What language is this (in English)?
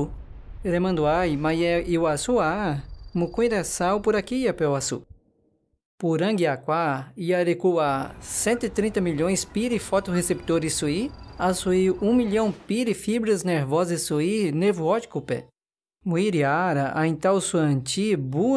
Nheengatu